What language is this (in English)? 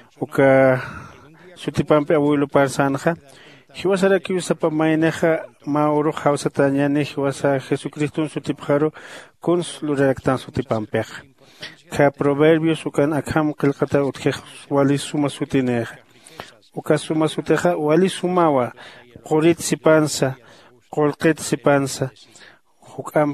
Aymara